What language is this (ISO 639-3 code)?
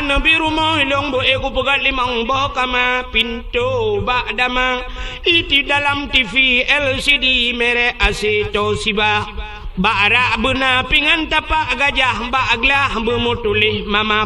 ace